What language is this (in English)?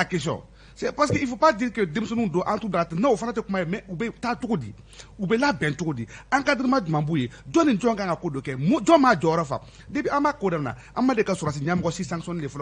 Bambara